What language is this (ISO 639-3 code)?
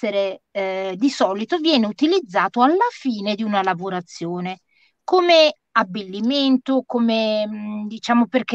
ita